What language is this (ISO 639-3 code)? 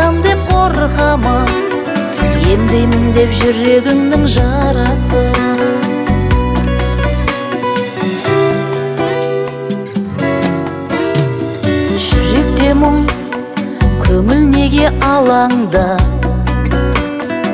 kaz